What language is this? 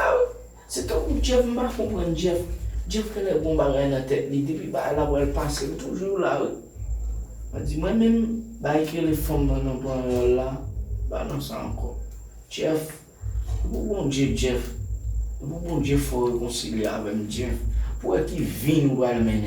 Haitian Creole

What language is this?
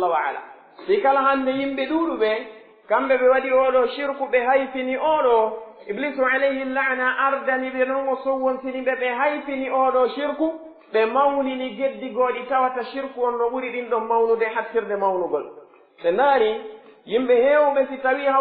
Pular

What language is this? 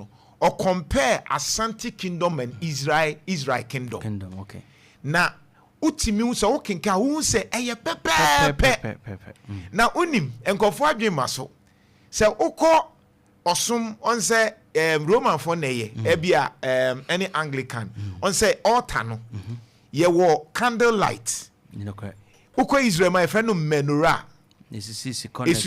Akan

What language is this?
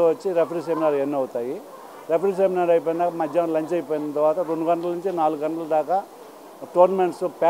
Telugu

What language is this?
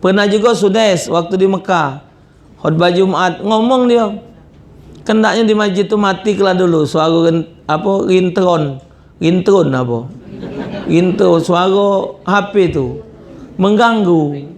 Musi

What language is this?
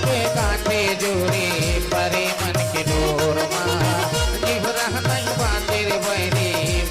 Chhattisgarhi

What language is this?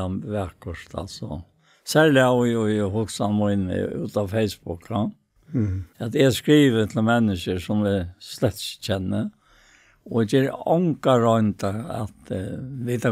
Faroese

